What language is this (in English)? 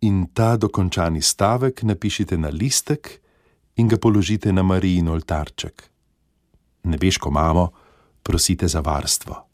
Slovenian